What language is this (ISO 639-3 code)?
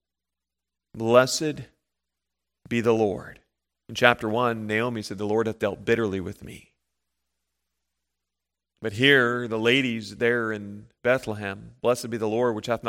eng